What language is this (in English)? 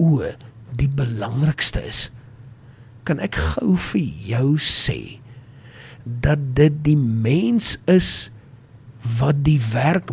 Afrikaans